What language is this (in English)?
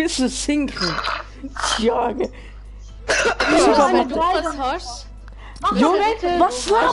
German